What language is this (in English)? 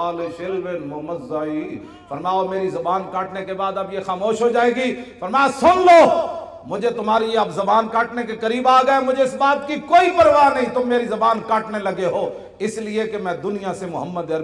Urdu